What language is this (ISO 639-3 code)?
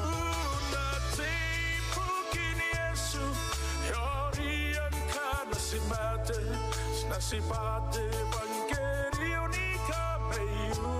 gil